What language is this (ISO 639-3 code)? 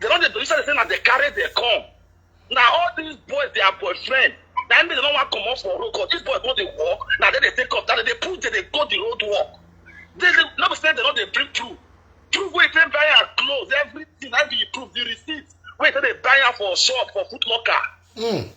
pcm